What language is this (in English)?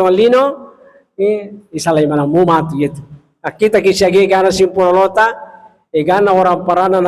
Buginese